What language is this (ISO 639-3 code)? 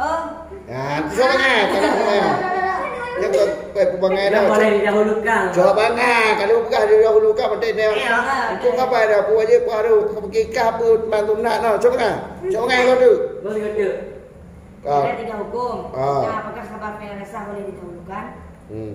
ace